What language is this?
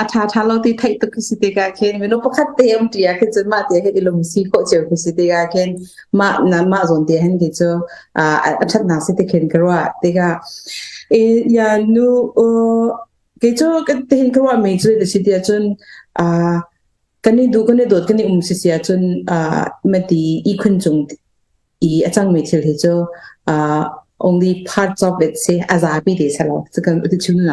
Hakha Chin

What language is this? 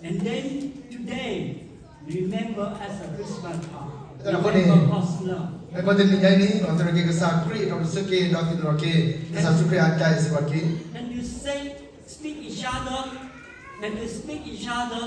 S'gaw Karen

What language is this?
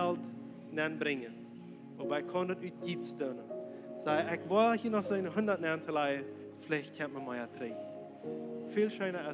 Plautdietsch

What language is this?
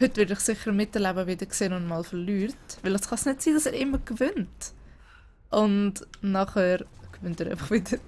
Swiss German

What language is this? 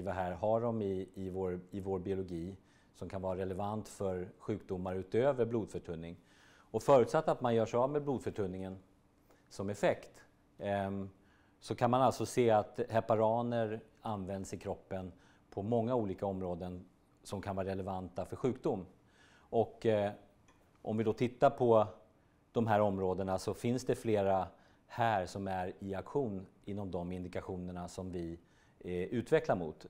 Swedish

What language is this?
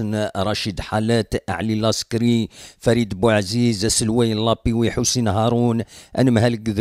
Kabyle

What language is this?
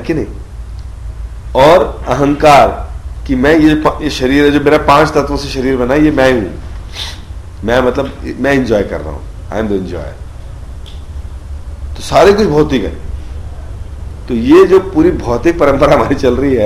Hindi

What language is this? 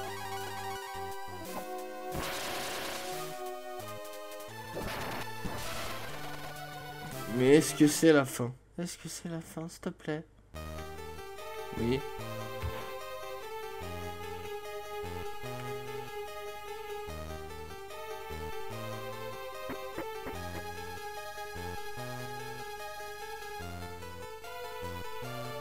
French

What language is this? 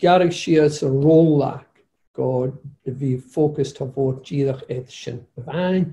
Scottish Gaelic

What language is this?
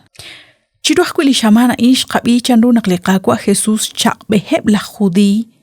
Kekchí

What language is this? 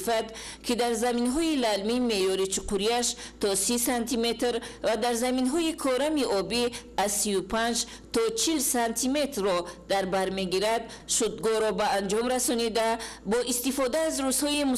Tajik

